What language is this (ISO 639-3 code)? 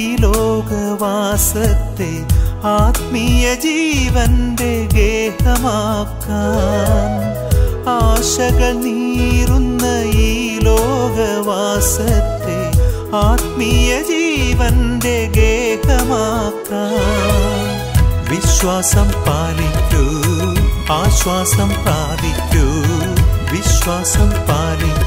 mal